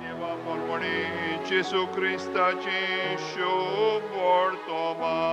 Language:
Konkani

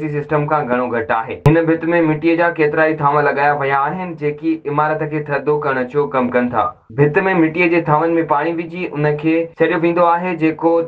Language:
Sindhi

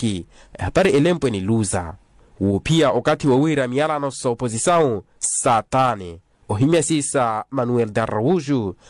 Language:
Makhuwa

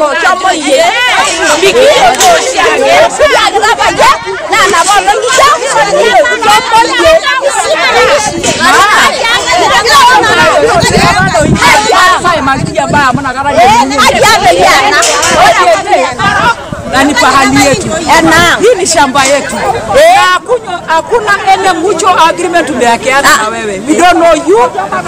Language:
Swahili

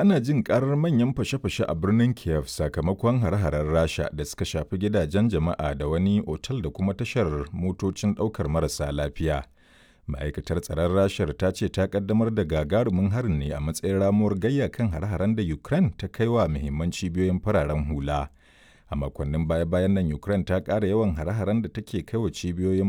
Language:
Hausa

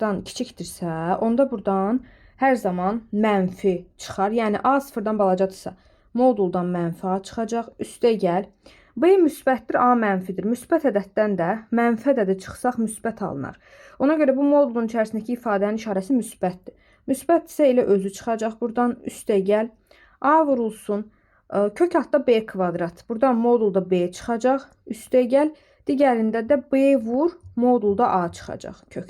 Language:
Azerbaijani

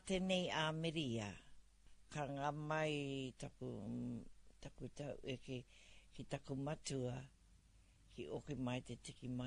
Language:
Māori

